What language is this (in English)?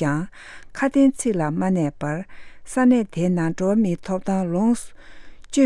Tibetan